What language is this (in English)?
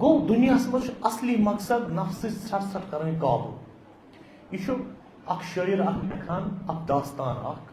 Kashmiri